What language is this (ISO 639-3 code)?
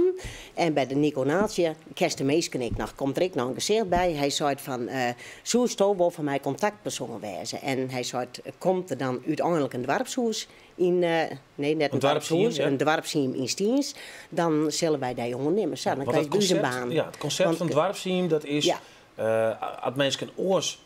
fry